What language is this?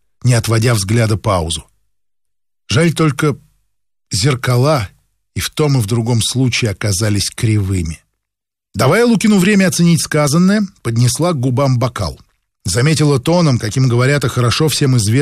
Russian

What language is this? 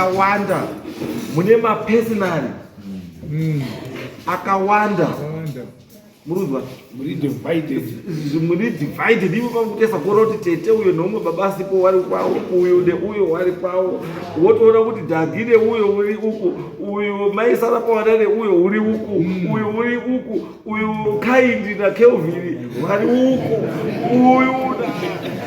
Shona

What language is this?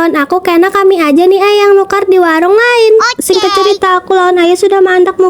Banjar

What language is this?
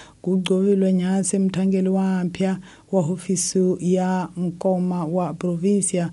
Tsonga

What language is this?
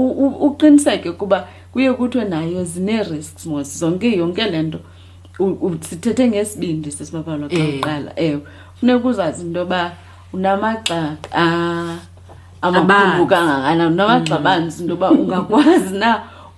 Xhosa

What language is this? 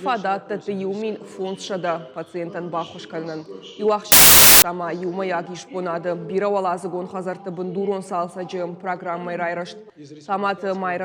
Ossetic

